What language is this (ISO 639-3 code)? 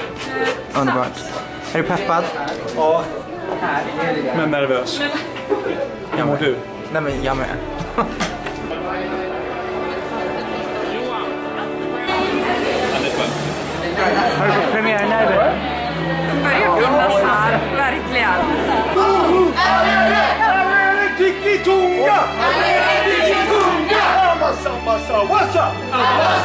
swe